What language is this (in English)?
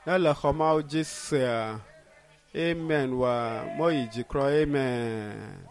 Ewe